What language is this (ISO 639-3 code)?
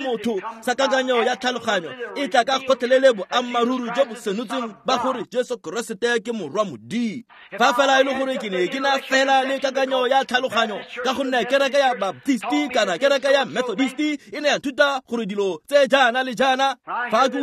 tsn